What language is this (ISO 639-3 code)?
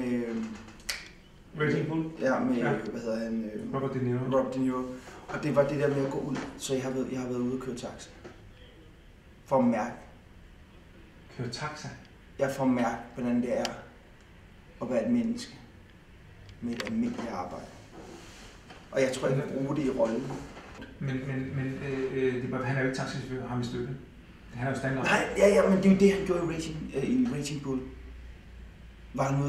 dan